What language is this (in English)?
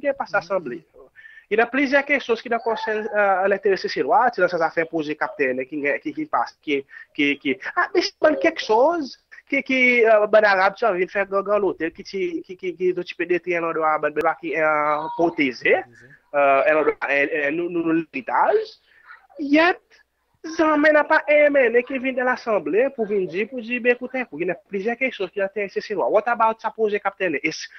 Seselwa Creole French